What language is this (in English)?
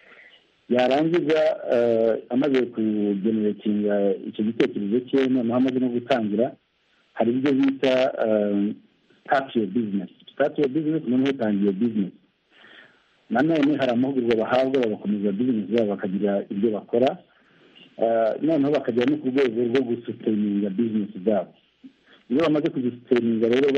Kinyarwanda